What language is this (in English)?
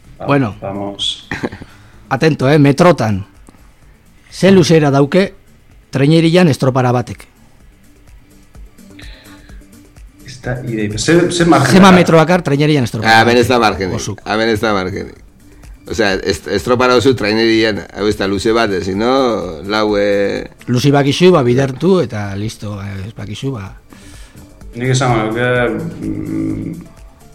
Basque